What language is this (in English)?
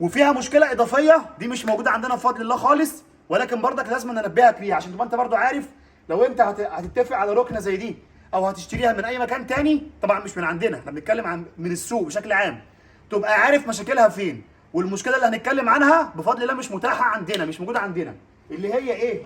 Egyptian Arabic